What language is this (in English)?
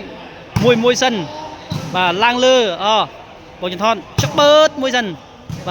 Khmer